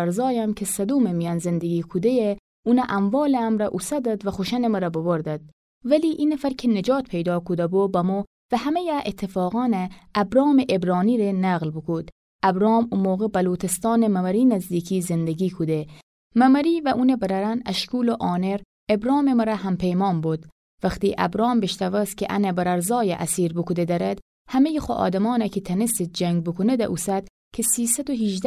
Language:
Gilaki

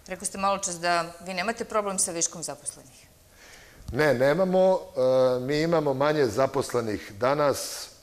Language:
Serbian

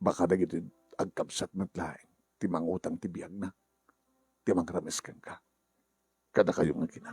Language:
Iloko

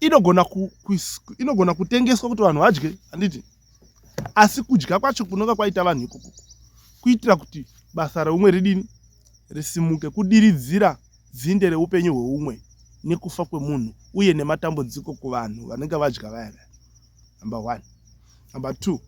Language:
Shona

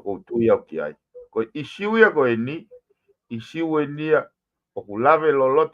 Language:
Tongan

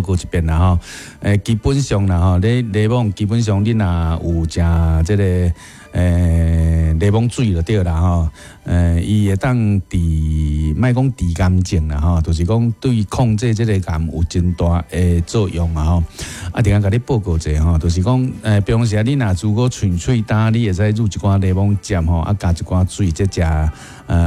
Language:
Min Nan Chinese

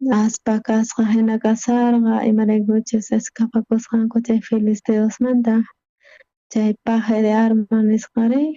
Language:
South Bolivian Quechua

